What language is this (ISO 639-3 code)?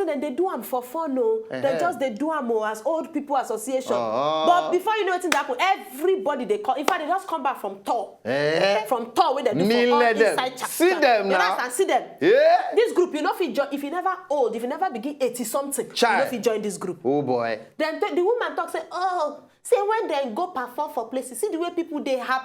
pcm